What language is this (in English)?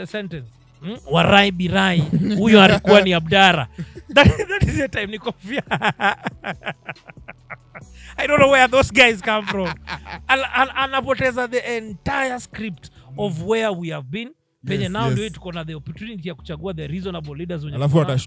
Swahili